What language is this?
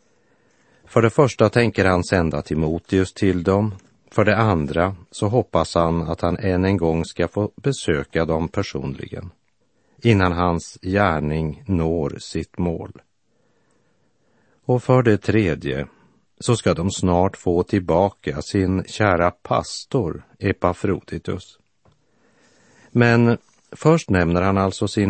Swedish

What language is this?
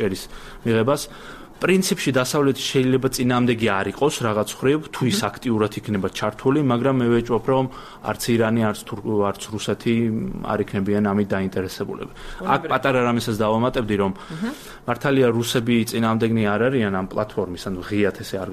Georgian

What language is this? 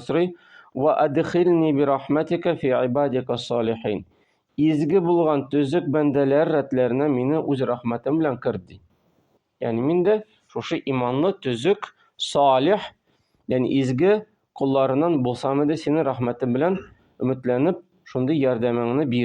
Tatar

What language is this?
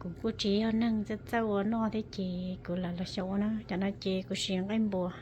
Hmong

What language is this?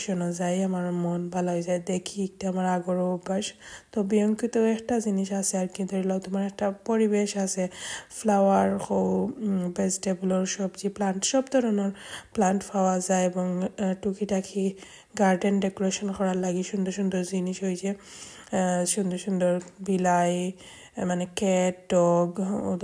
Sylheti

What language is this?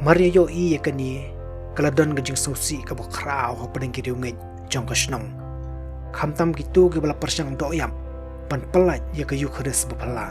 Khasi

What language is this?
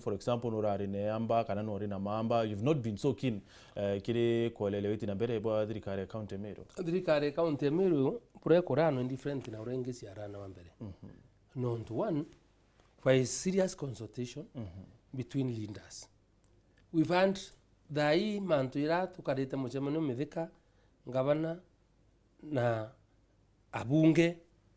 Meru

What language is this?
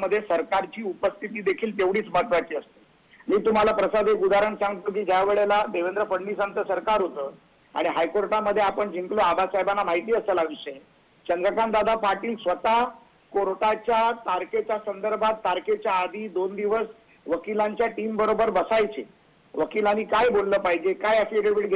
Marathi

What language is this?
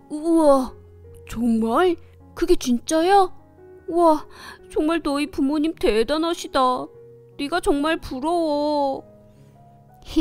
Korean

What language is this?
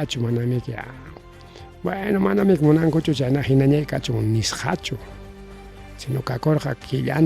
Ayacucho Quechua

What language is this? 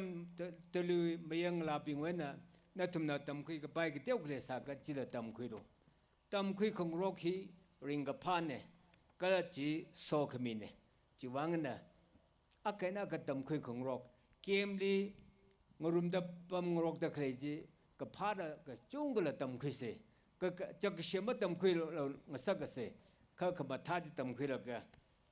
Tangkhul Naga (India)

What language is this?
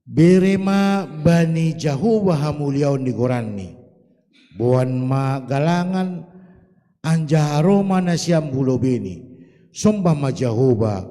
Batak Simalungun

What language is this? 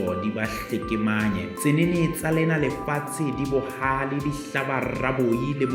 Southern Sotho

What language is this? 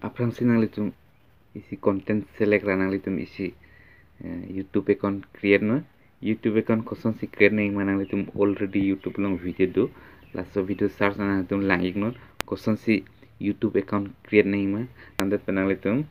Karbi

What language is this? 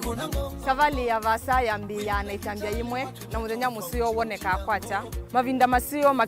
Kamba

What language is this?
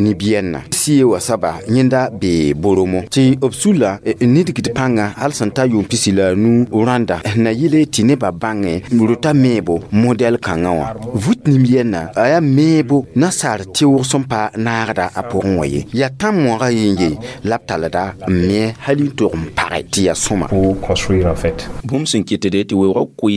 Mossi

